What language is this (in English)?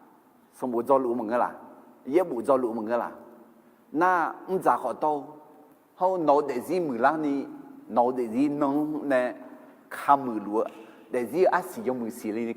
Akha